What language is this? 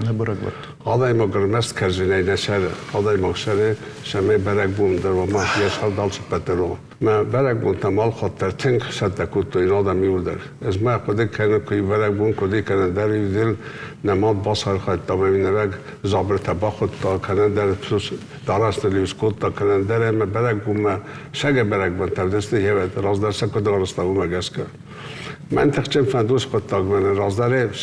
Ossetic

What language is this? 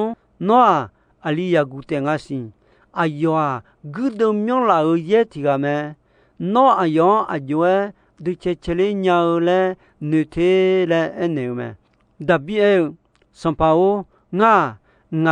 Akha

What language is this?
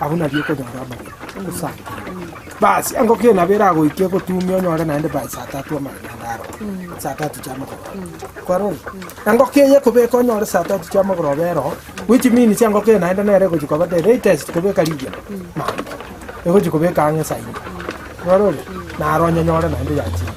Gusii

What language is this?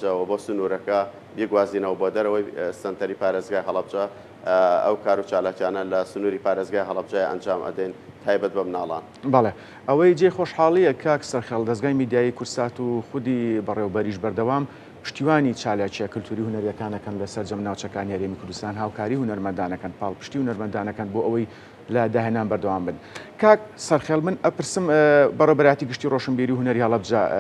Central Kurdish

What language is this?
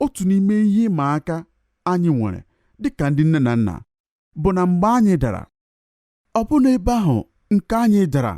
Igbo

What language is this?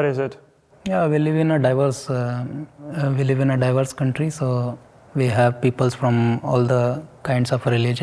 Ukrainian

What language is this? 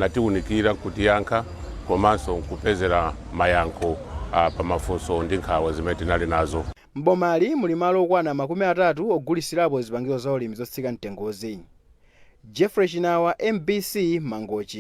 Nyanja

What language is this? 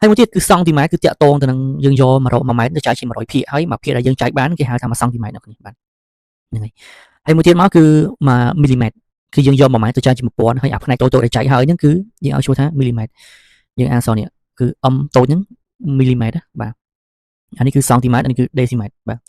Khmer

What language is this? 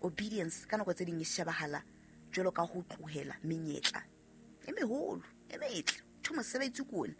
Southern Sotho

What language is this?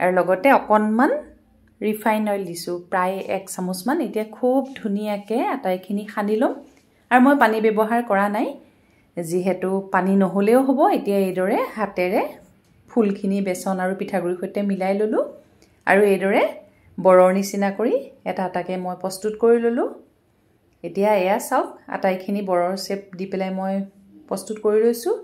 Assamese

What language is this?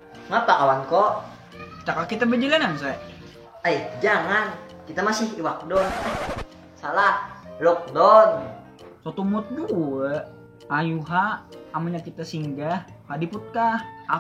Banjar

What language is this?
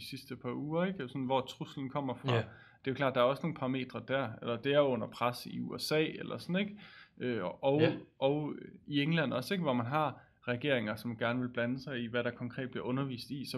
Danish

